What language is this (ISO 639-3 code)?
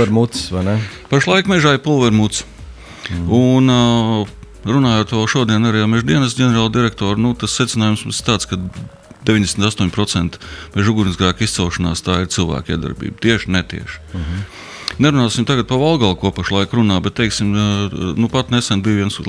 lav